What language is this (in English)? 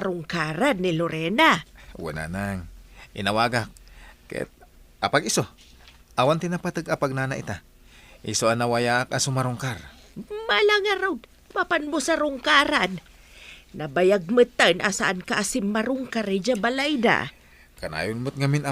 Iloko